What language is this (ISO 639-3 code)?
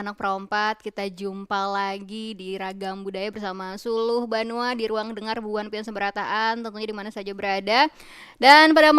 bjn